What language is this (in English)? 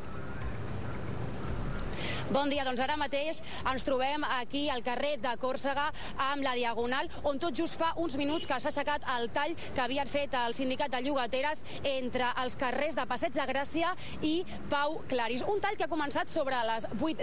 Catalan